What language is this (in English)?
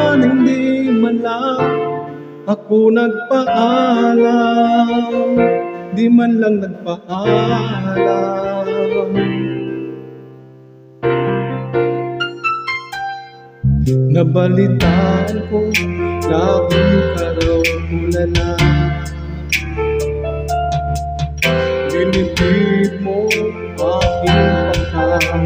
Filipino